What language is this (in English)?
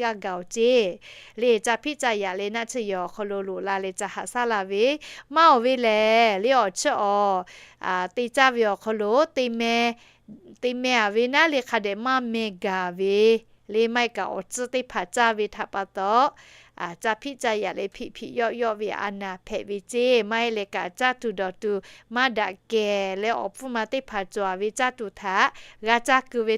Lahu